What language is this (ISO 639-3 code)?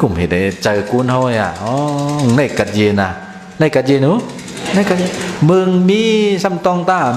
shn